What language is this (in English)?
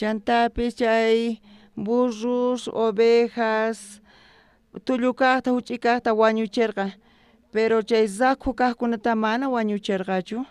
South Bolivian Quechua